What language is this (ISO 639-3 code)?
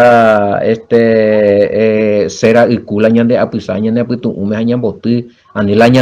grn